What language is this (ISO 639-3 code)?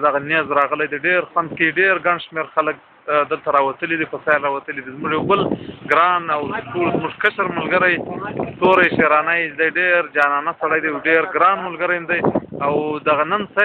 pus